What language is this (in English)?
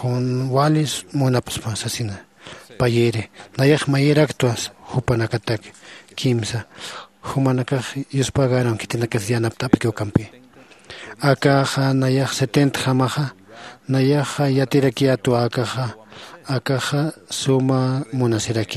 Aymara